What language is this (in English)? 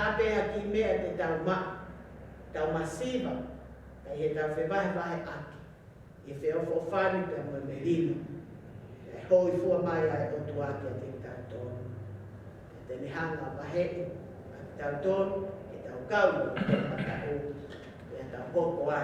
Tongan